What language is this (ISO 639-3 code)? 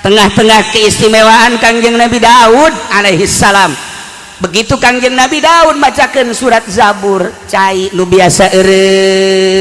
sun